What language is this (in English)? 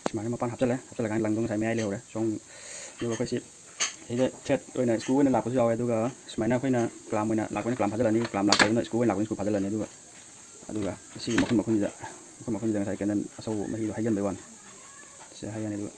Manipuri